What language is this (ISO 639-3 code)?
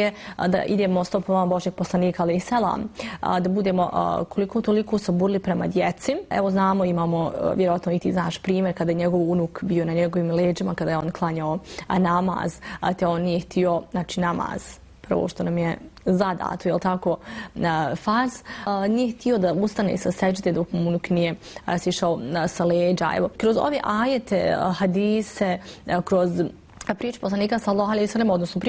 bos